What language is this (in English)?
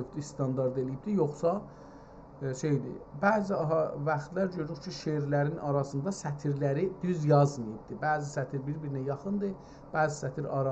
South Azerbaijani